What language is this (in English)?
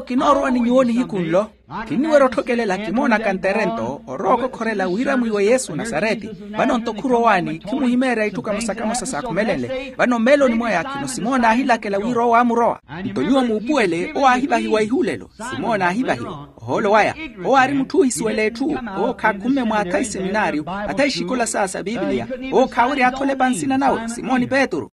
Makhuwa